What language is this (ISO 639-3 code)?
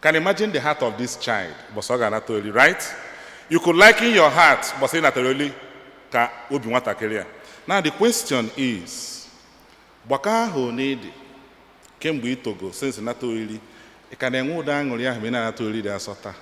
ibo